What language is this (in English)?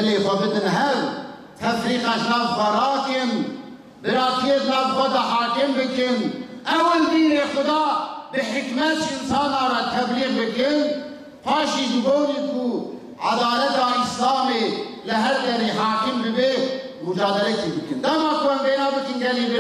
Kurdish